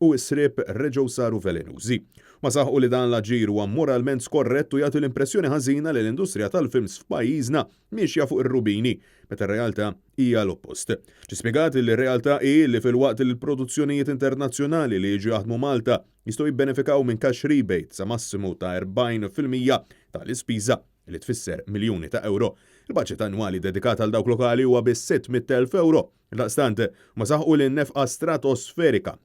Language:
Maltese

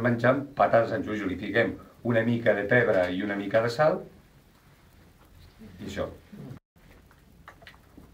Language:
Catalan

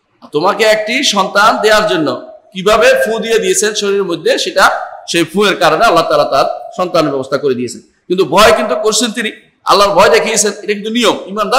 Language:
Bangla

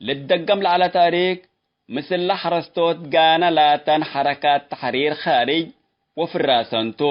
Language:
Tigre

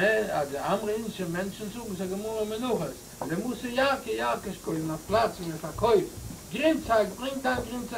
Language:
Yiddish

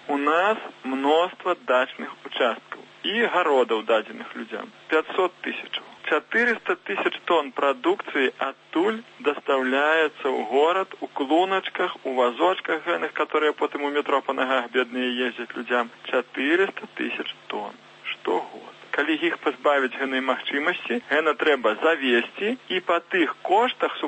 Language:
Belarusian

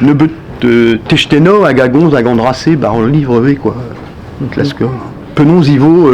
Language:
Breton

